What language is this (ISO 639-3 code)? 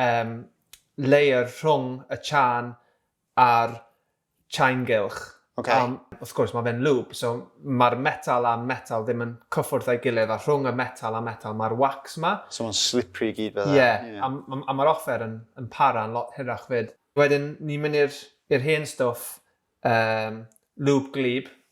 cym